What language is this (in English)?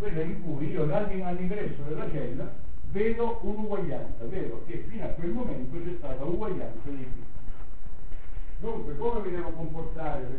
Italian